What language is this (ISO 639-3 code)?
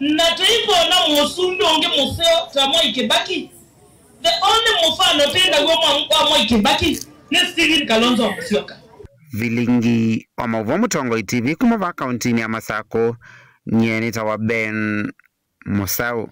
kam